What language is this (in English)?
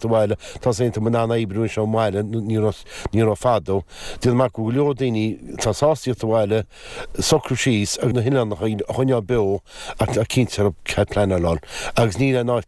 Irish